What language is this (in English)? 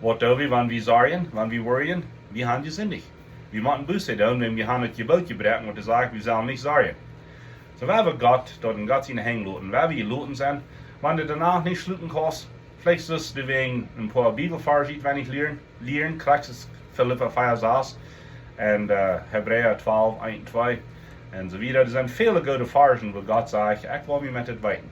Plautdietsch